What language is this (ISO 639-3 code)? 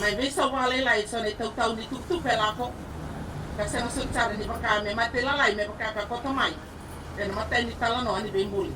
fij